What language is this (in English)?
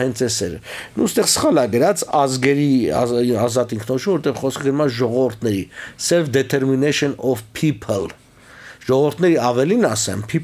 Armenian